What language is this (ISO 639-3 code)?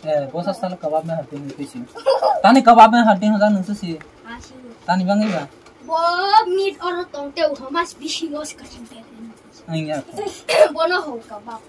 trp